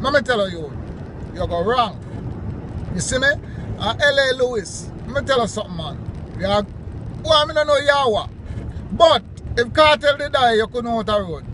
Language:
Jamaican Creole English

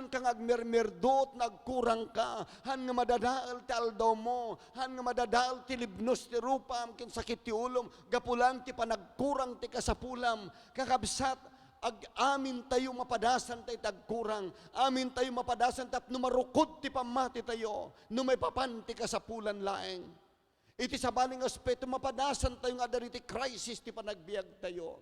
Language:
Iloko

